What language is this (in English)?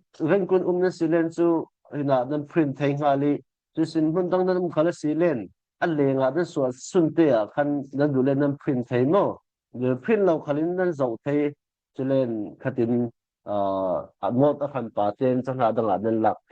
Falam Chin